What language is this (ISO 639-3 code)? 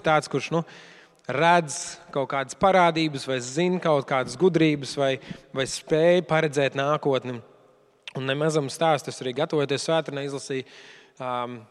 lav